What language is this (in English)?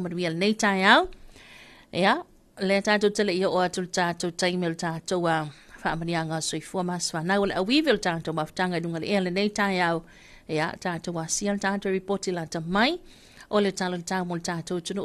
Samoan